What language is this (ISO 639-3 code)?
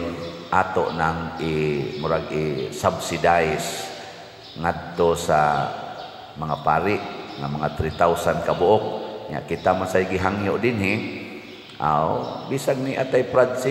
ceb